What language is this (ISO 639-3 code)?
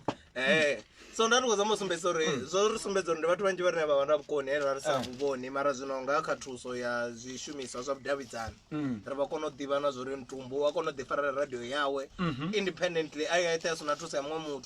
ven